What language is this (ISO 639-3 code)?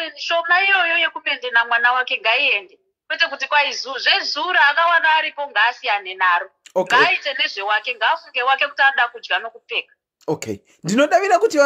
sna